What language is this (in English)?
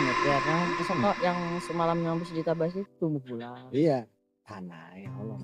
Banjar